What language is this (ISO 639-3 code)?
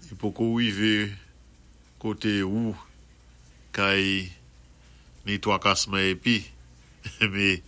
acf